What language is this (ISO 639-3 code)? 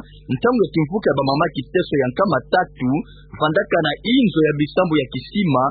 ktu